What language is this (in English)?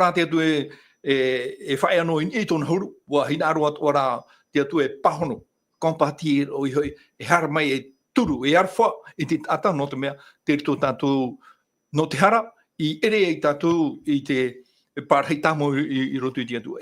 Tahitian